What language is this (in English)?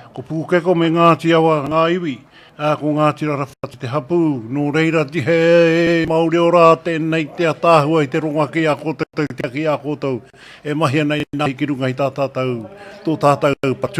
Māori